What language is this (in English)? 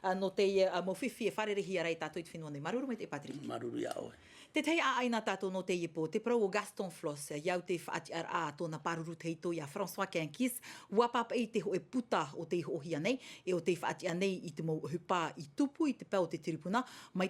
Tahitian